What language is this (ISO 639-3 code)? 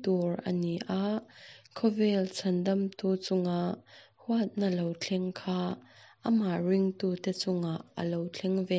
lus